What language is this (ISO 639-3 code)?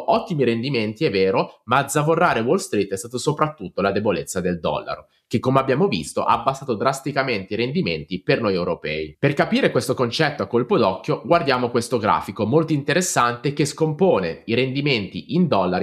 ita